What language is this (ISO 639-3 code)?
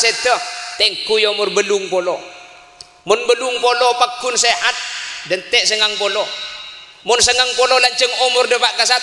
mad